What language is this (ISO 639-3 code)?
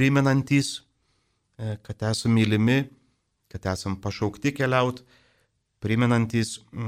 lit